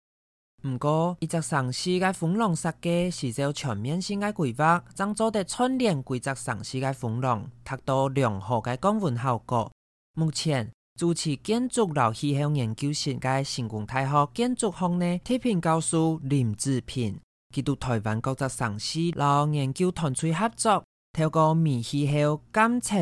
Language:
Hakka Chinese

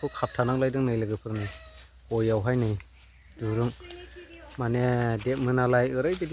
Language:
Bodo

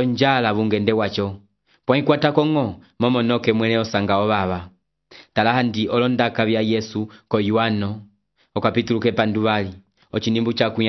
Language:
Umbundu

